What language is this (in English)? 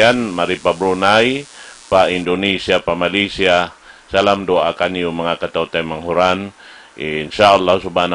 Tausug